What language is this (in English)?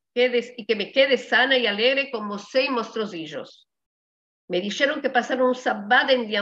Ladino